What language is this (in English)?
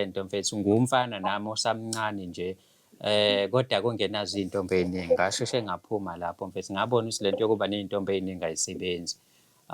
Zulu